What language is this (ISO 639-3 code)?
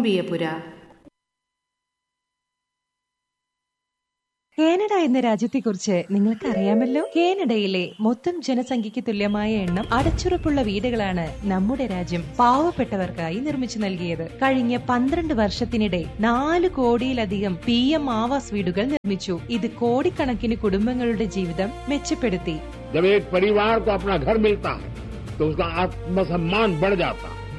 mal